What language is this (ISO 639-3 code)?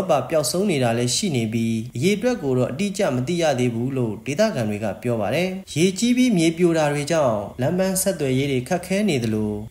mya